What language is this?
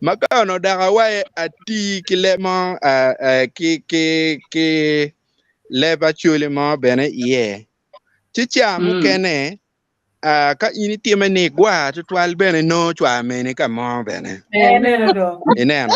Acoli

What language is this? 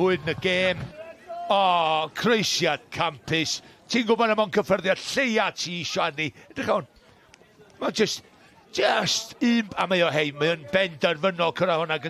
Welsh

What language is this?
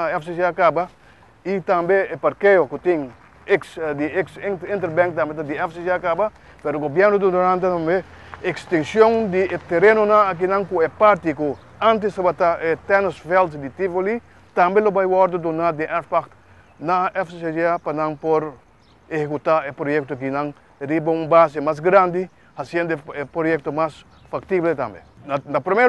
Papiamento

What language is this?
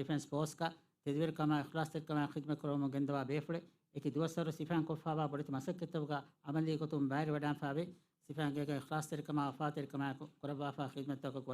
Divehi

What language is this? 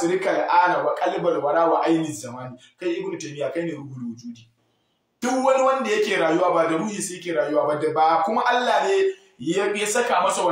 Hausa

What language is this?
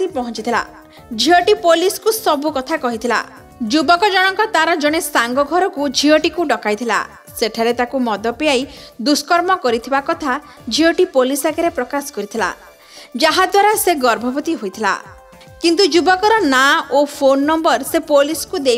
Odia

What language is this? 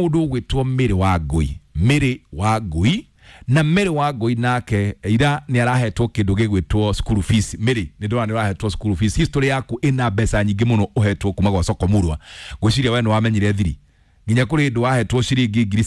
Kikuyu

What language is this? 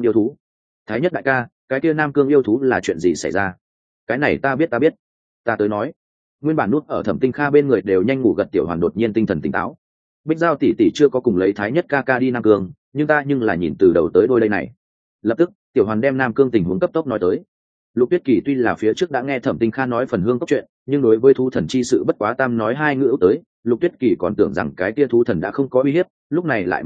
Vietnamese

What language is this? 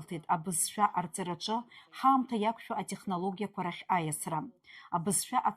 Abkhazian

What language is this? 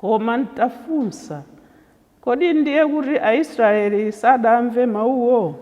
Nyanja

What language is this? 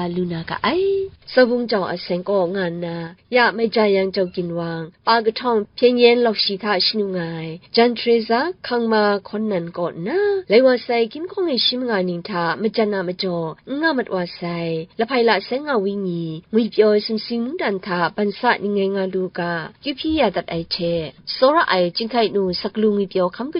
Kachin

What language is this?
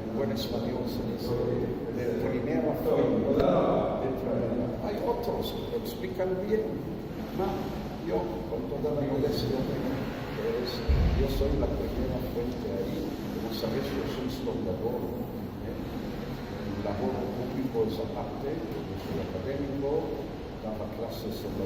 Ladino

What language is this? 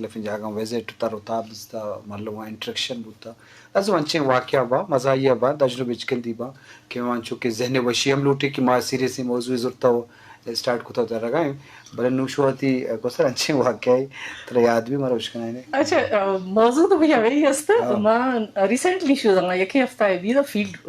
Eastern Balochi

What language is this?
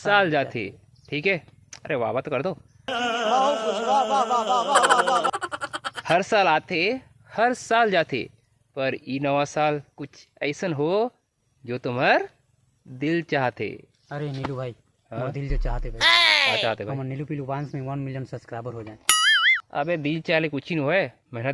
Chhattisgarhi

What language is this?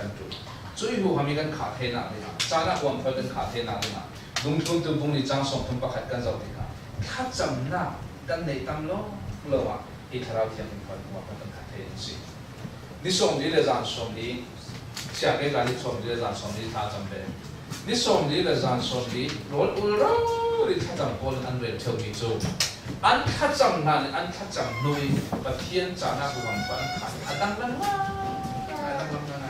Falam Chin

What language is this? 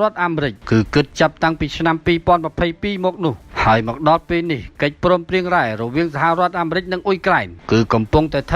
Khmer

